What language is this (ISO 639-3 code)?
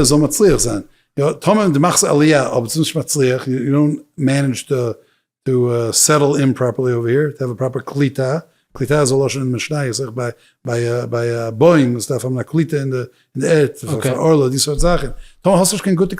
yid